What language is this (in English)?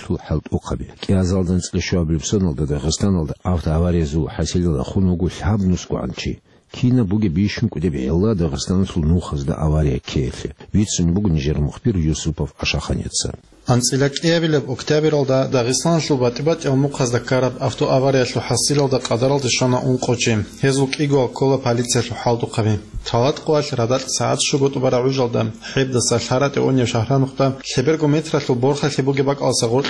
Avaric